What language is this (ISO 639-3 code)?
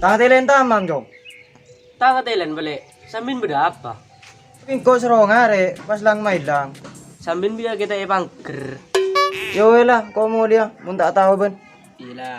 mad